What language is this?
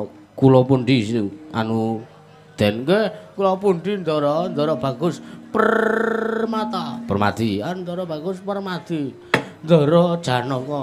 Javanese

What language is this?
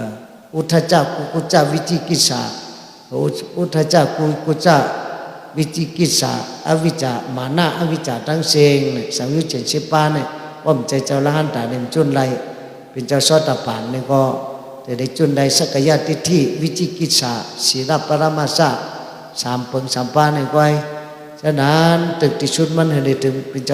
Shan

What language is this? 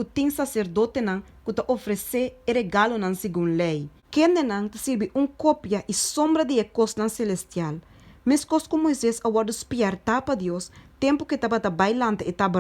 Papiamento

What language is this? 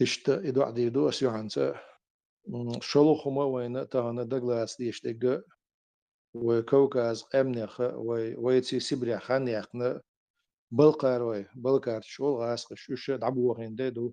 Chechen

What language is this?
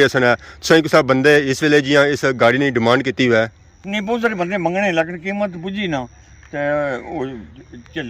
Pahari-Potwari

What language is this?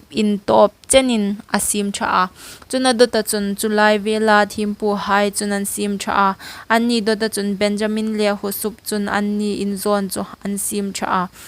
Hmar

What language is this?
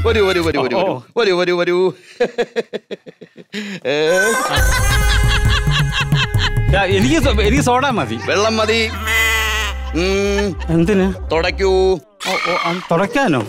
Malayalam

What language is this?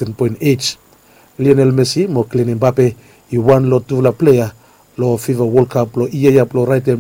Bislama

